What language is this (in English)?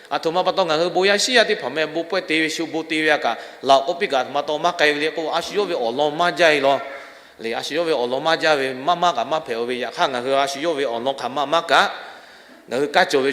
Lahu